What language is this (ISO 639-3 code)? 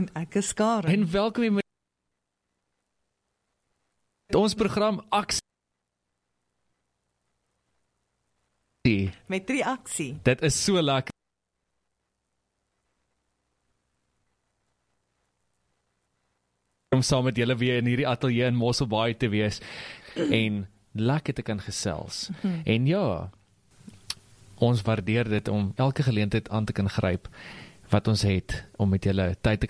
afr